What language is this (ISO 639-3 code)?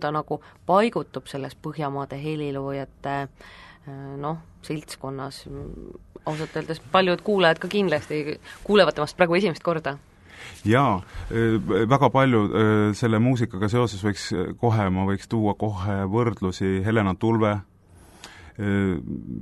est